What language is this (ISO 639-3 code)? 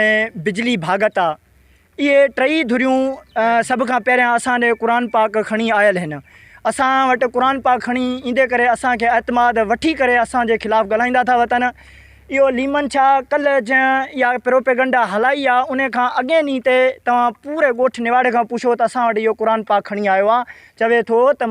snd